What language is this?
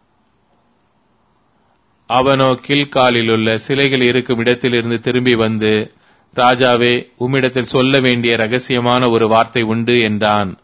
Tamil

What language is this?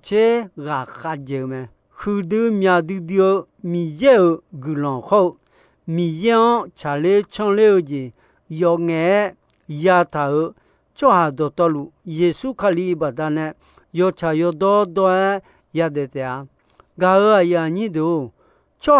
Akha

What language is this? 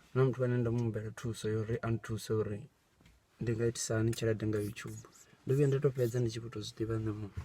Venda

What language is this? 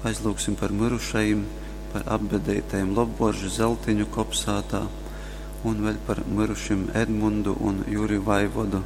Latgalian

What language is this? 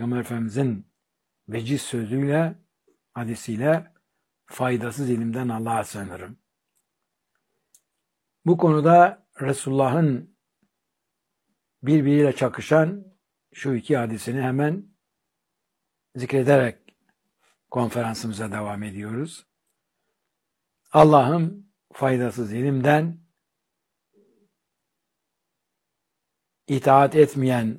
Turkish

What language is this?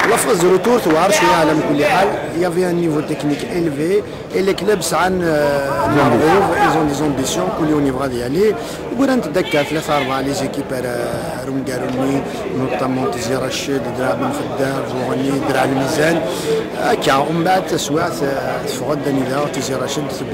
Kabyle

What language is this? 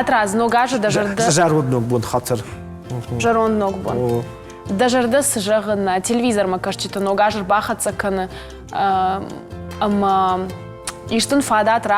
Ossetic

